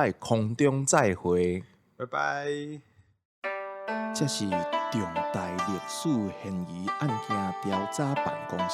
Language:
Min Nan Chinese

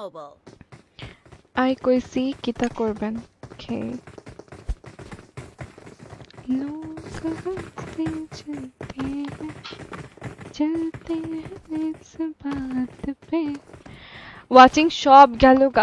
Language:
Bangla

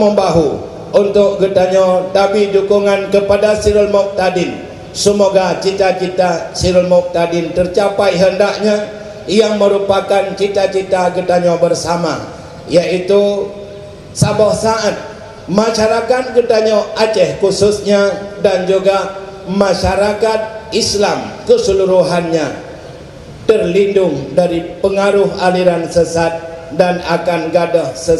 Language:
Achinese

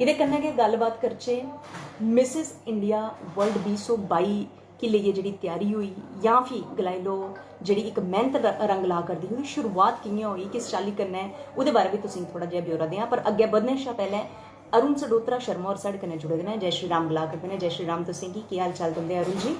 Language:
Dogri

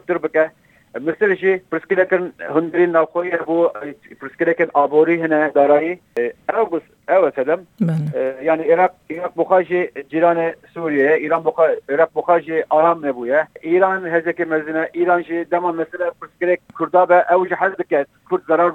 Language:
Kurdish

